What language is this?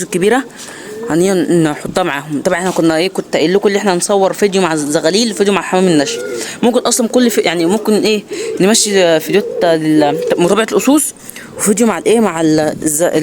Egyptian Arabic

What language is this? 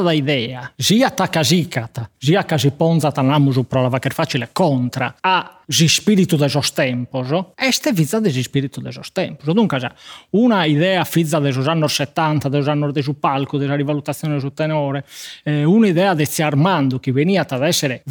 Sardinian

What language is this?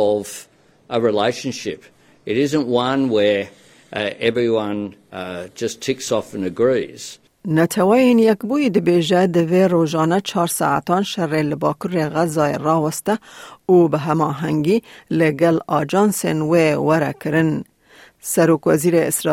Kurdish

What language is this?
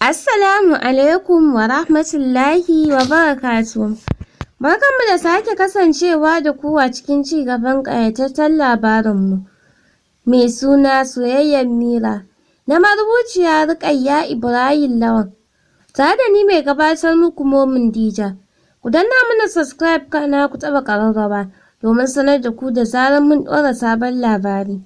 Hausa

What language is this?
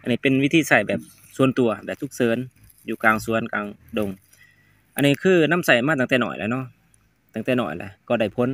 Lao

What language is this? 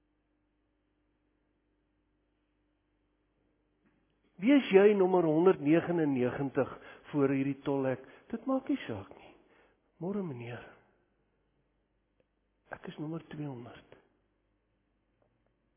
Afrikaans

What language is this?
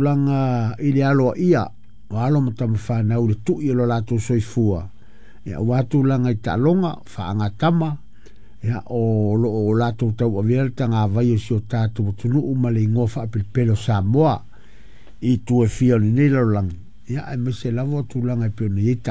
Samoan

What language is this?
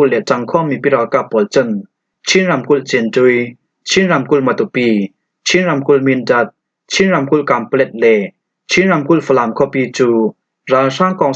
Falam Chin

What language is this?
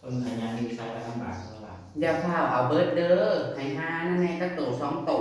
Northeastern Thai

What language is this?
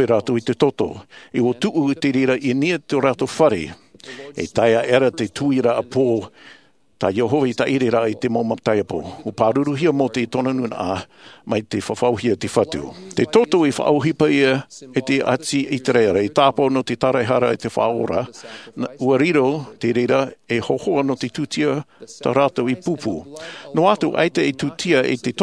Tahitian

